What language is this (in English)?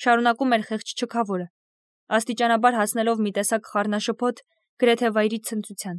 Armenian